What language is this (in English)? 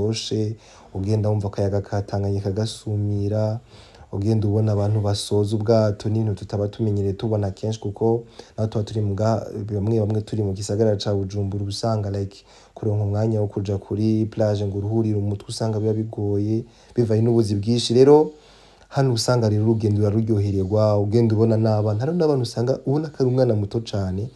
Rundi